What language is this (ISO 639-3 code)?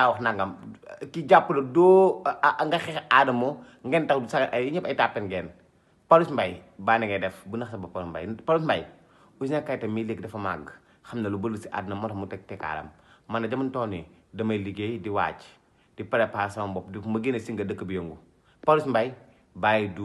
wol